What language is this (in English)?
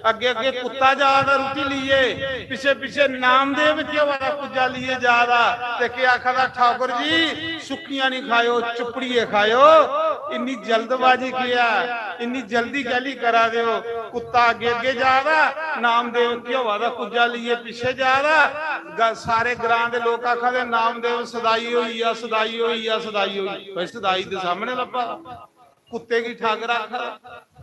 Dogri